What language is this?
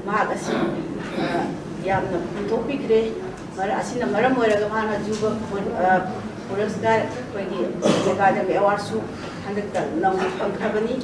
Manipuri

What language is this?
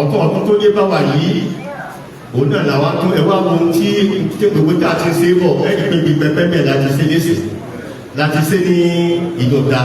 Yoruba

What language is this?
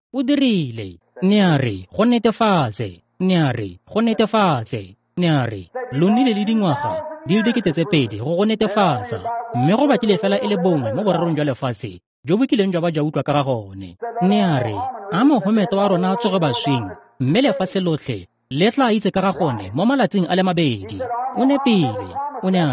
Tswana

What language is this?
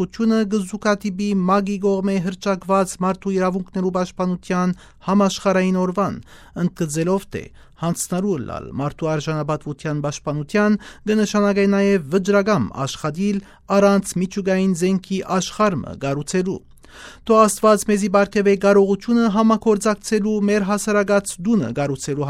Western Armenian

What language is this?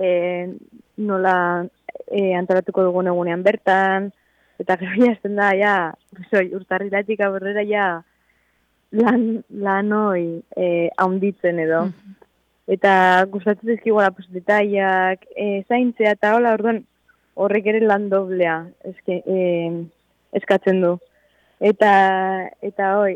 Basque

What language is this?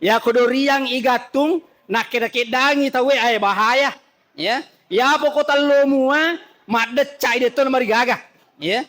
Buginese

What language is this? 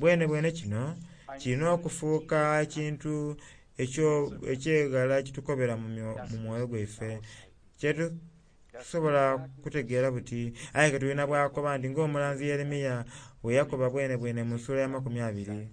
Soga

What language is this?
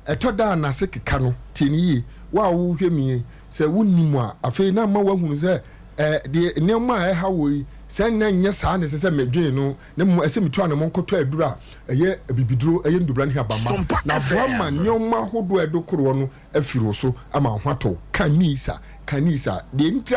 Akan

